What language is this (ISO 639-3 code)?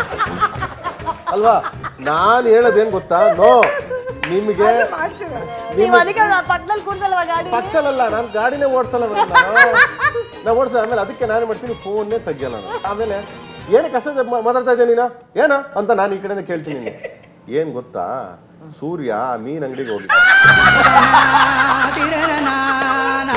kan